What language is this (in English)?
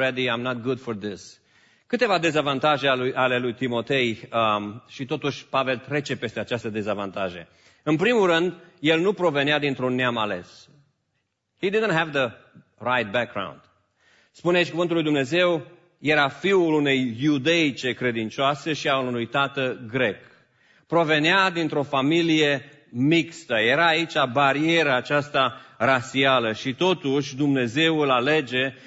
Romanian